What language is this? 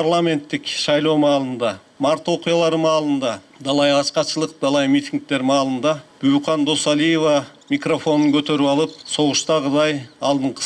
Kyrgyz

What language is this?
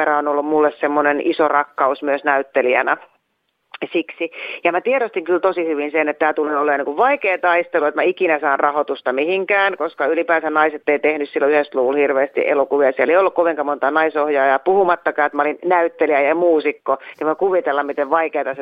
Finnish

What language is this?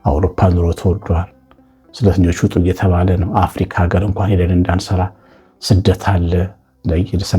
Amharic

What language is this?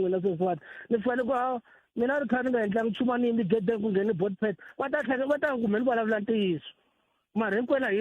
Tsonga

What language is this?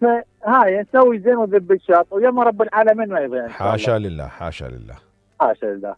Mesopotamian Arabic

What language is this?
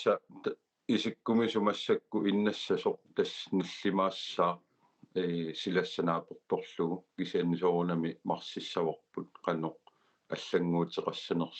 Kalaallisut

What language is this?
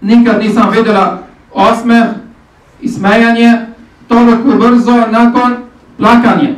Bosnian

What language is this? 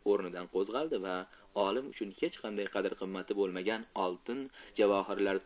Uzbek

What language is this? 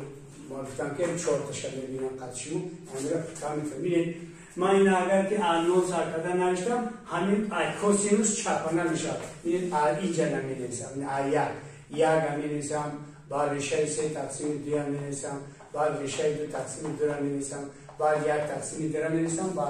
Tajik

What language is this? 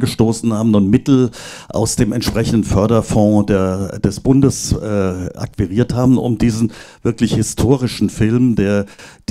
German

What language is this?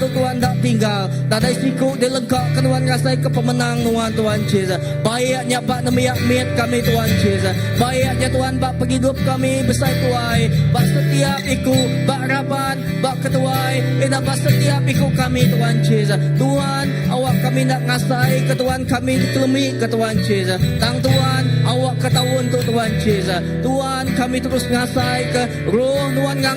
Iban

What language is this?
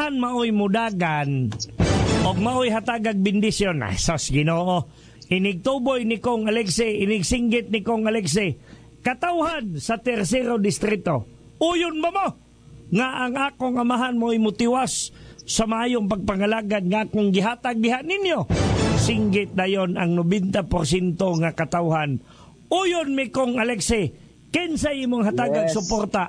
Cebuano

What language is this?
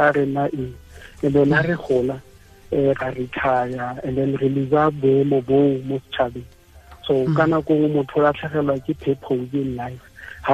Tswana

